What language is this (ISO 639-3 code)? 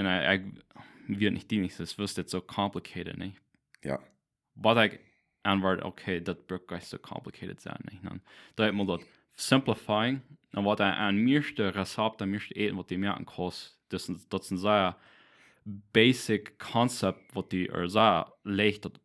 pdt